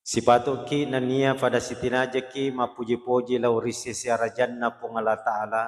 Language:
Buginese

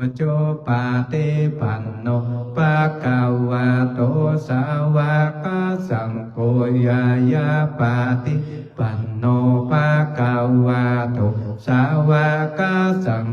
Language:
Pali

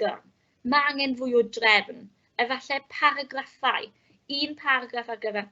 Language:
Welsh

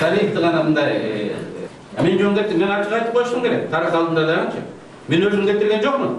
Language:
Kyrgyz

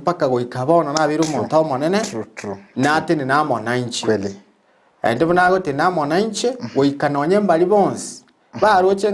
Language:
Gusii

